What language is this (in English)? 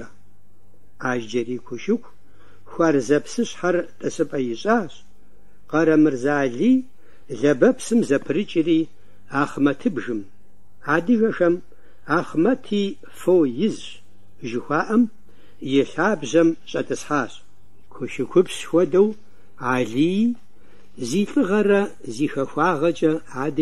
Kabardian